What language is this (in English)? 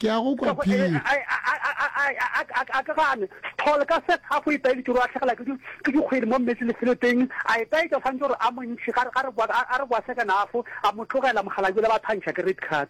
Northern Sotho